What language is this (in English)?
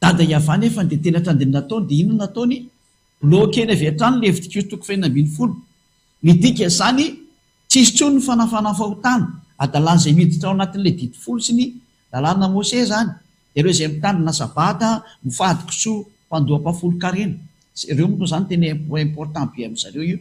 Malagasy